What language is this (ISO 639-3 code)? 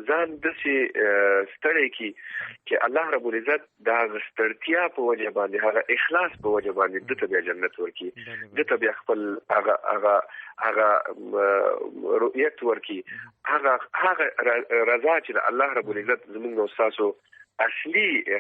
pus